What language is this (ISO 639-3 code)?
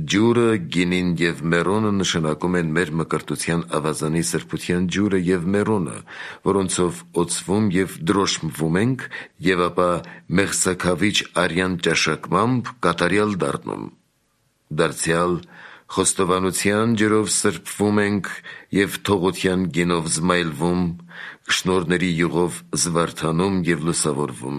hye